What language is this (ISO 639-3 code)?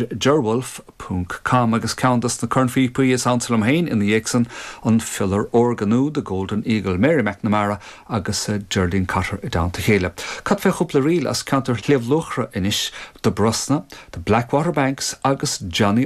gle